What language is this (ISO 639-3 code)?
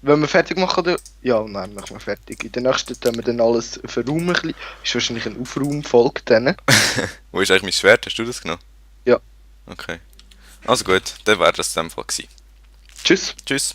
gsw